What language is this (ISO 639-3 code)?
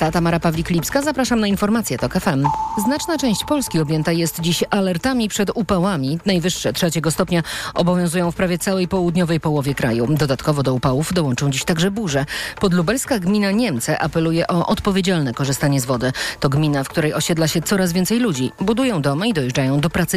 pol